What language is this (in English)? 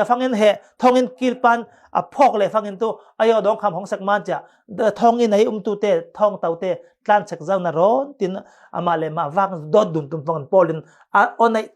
Falam Chin